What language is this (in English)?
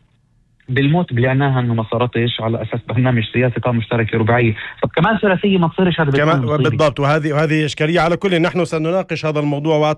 North Levantine Arabic